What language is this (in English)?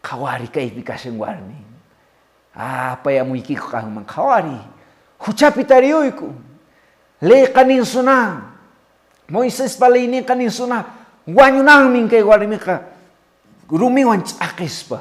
Quechua